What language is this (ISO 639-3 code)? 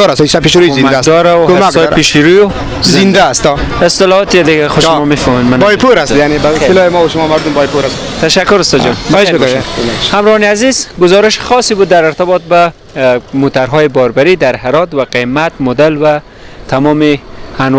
fas